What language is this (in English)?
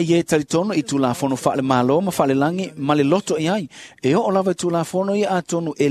Samoan